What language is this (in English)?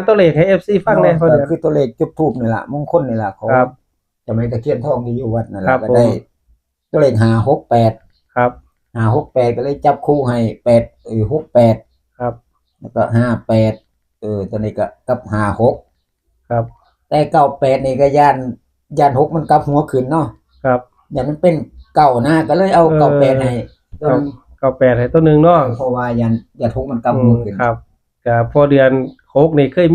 Northeastern Thai